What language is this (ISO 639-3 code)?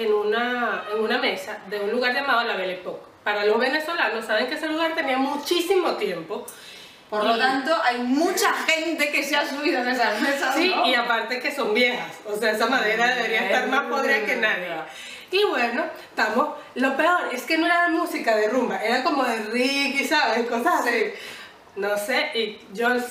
spa